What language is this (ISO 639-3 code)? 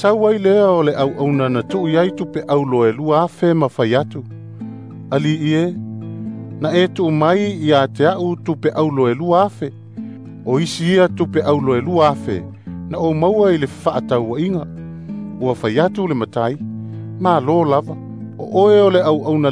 smo